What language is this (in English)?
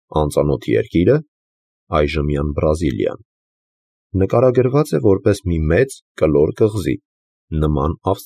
Armenian